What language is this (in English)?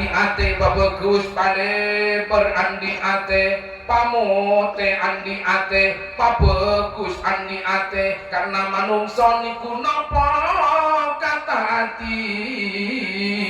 Madurese